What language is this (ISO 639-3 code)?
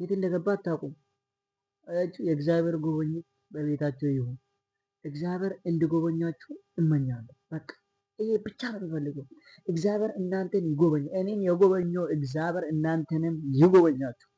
amh